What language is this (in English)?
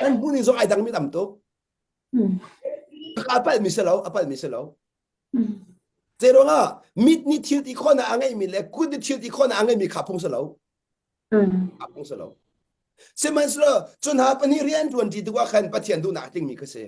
Hakha Chin